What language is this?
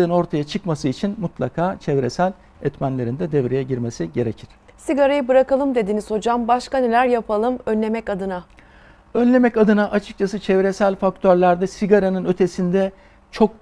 Turkish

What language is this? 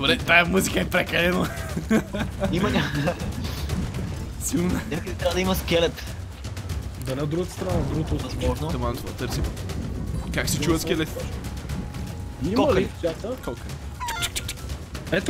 Bulgarian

